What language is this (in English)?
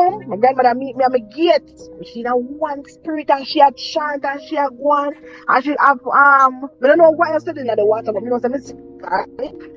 Jamaican Creole English